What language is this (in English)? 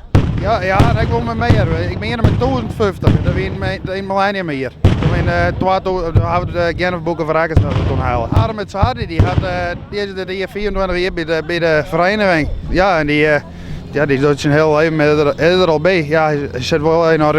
Western Frisian